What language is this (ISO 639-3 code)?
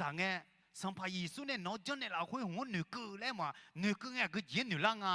ahk